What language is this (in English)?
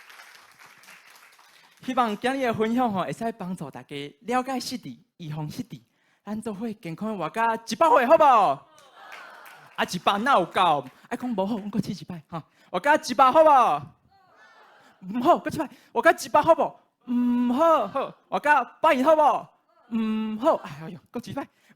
Min Nan Chinese